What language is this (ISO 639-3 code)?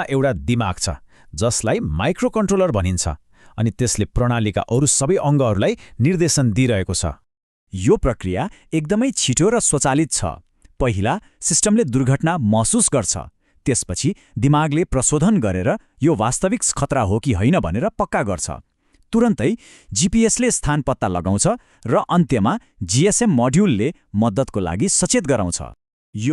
nep